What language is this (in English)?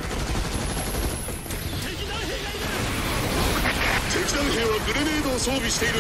Japanese